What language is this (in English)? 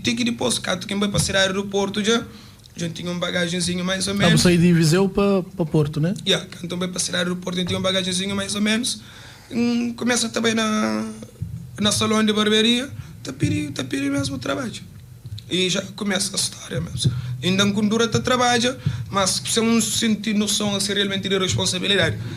Kabuverdianu